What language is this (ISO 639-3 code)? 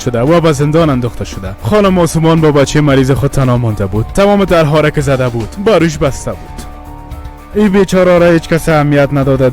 fas